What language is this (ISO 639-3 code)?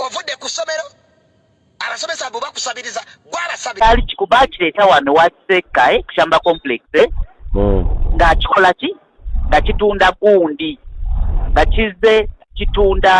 lug